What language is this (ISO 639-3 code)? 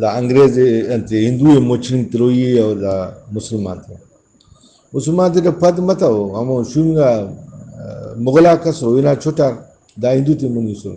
brh